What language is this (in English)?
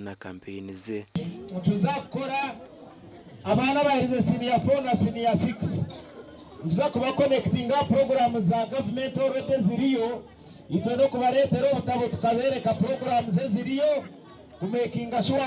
Nyankole